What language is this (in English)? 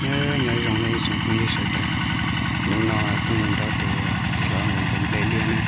Hmong